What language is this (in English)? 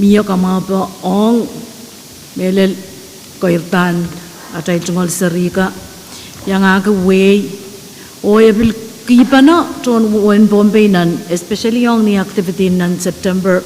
Pohnpeian